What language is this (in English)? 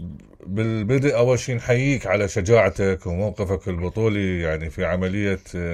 Mesopotamian Arabic